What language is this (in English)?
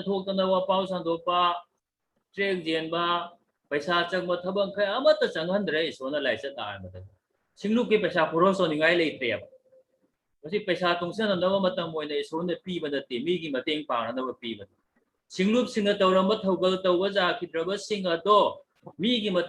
Manipuri